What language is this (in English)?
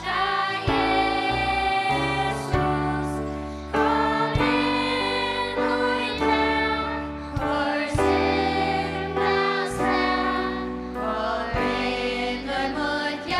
Faroese